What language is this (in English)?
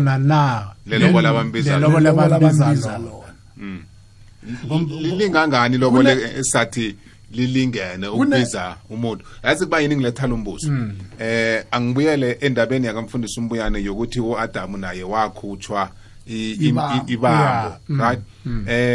South Ndebele